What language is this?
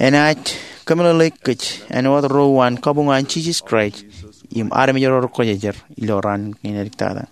Marshallese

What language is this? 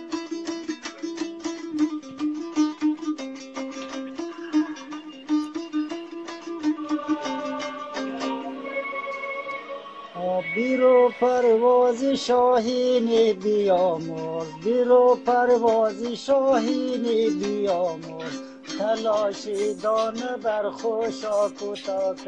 Persian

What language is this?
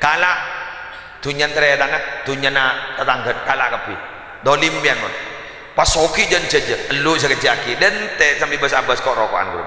Madurese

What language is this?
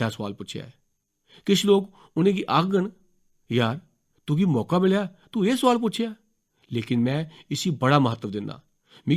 Dogri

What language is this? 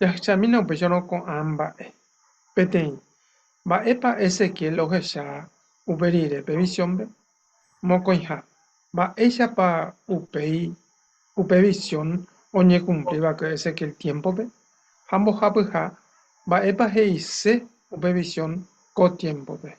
Guarani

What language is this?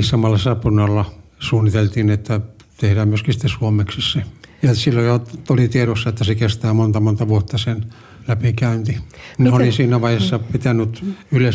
Finnish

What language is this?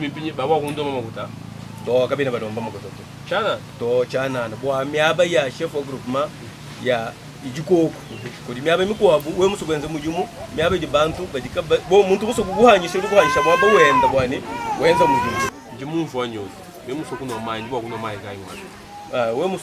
Luba-Lulua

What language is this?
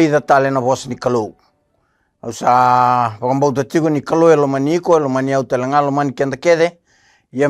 Fijian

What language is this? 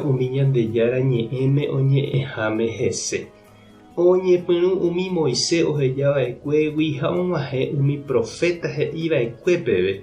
Guarani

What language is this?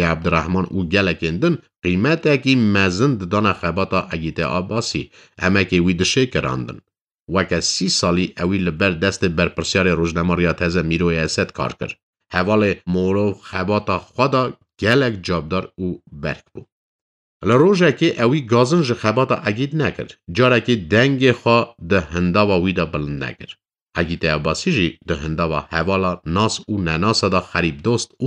Kurdish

